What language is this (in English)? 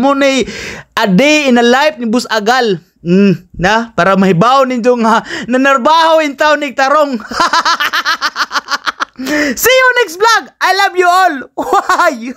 Cebuano